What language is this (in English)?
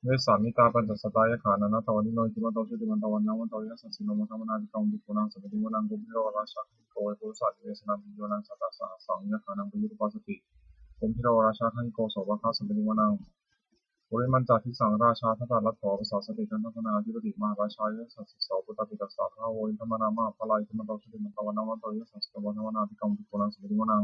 Pali